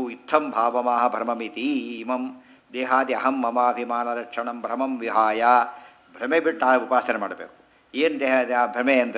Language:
Kannada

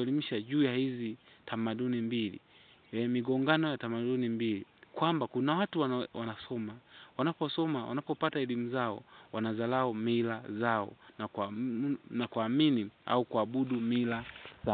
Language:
Swahili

